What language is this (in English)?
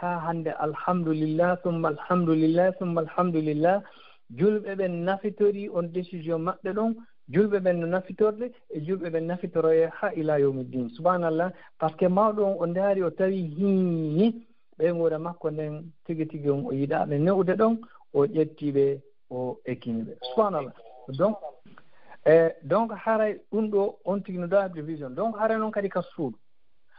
Fula